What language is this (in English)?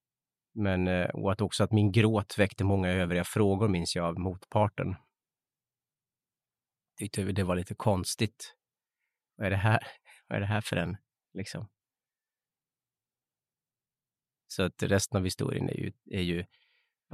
Swedish